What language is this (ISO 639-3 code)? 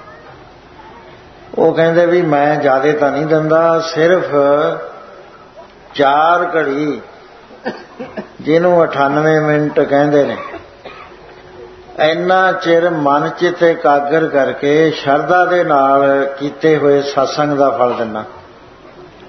pan